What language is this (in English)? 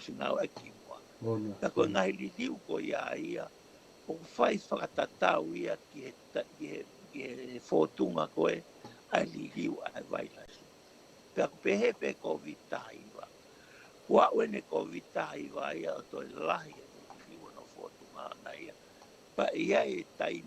Tongan